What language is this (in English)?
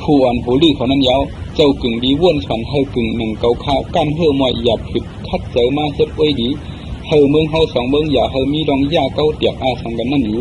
Shan